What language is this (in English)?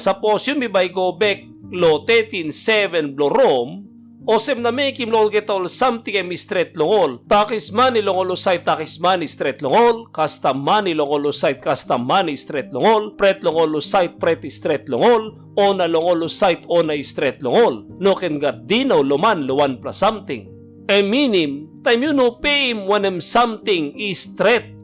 Tok Pisin